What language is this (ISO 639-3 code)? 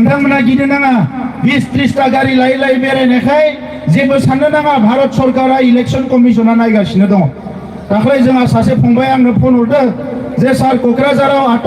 brx